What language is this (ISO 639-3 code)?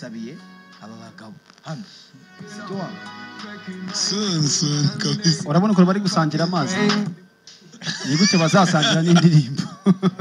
kin